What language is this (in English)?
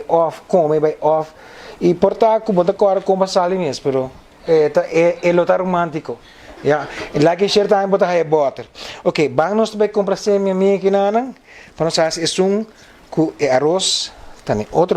Papiamento